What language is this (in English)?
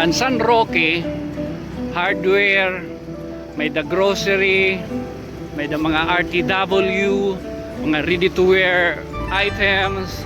Waray